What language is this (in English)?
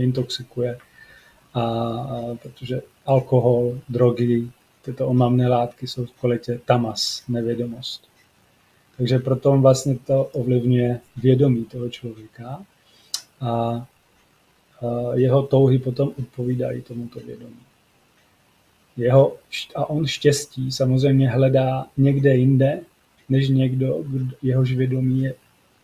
Czech